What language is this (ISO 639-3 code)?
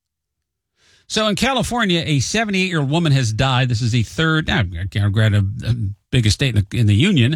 eng